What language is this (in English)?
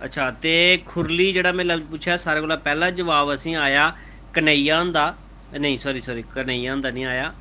Dogri